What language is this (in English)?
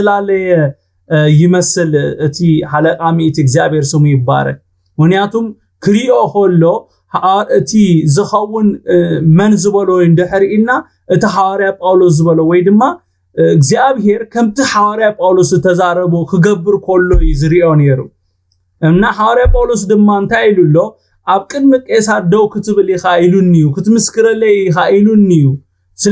Tigrinya